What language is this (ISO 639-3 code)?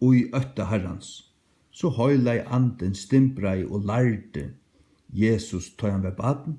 fao